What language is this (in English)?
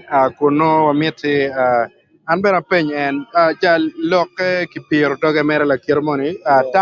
Acoli